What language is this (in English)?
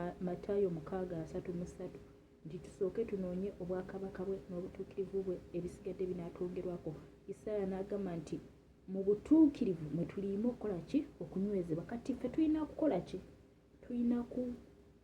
Ganda